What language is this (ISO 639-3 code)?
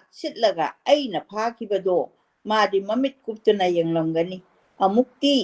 mni